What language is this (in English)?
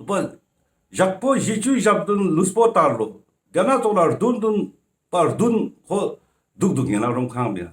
Ladakhi